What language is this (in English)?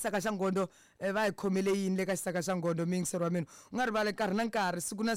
Tsonga